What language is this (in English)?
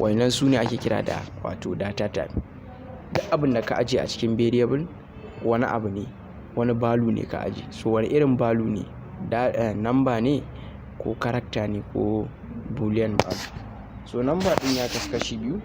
Hausa